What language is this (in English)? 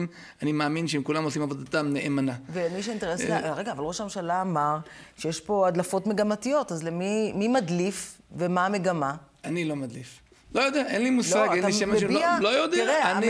Hebrew